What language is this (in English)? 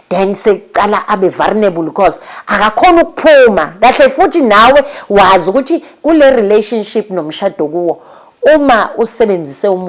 Zulu